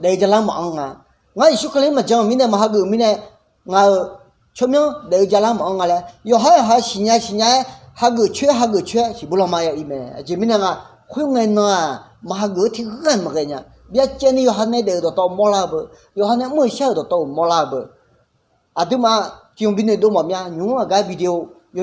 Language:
Akha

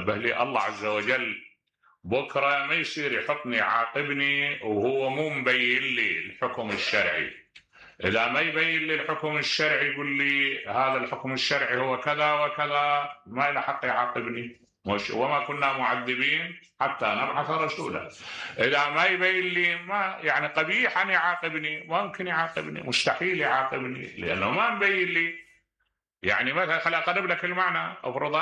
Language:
Mesopotamian Arabic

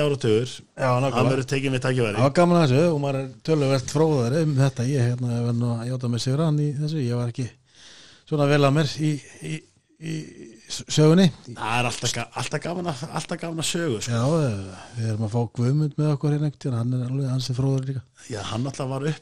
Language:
Icelandic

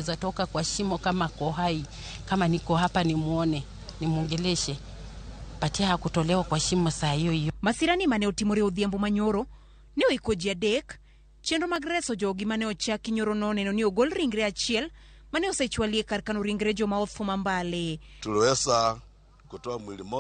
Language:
Luo (Kenya and Tanzania)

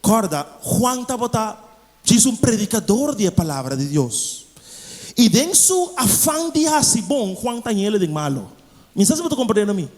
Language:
Papiamento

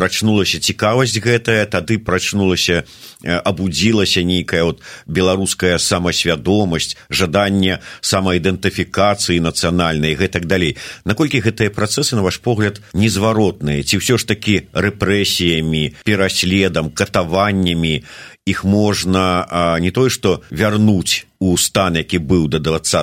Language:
Belarusian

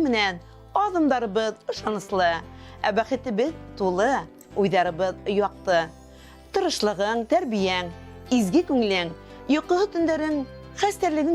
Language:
Bashkir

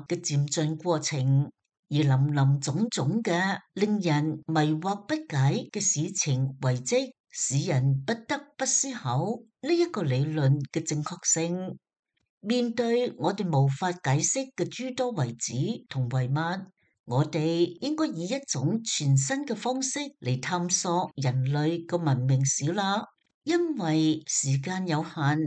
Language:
Cantonese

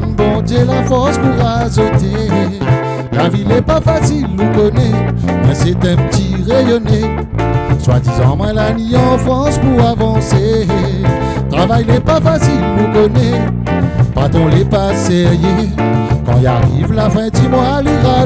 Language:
Réunion Creole French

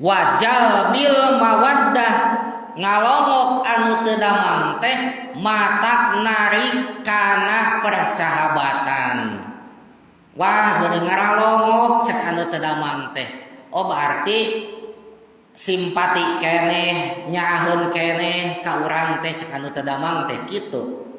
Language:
Sundanese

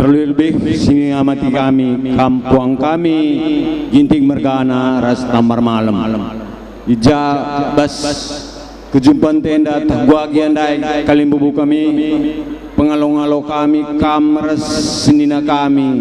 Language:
Batak Karo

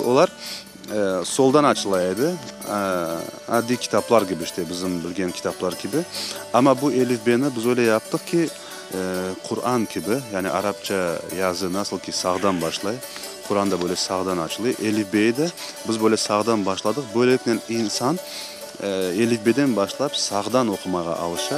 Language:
Crimean Tatar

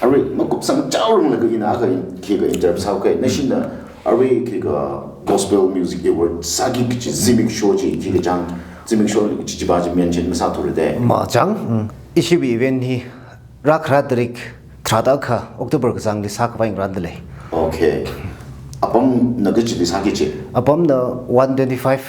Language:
Tangkhul Naga (India)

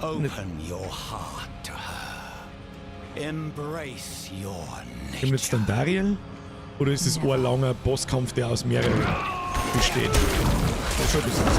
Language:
Bavarian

